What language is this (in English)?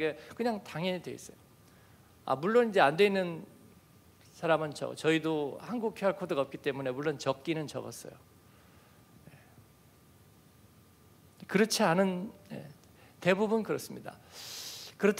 Korean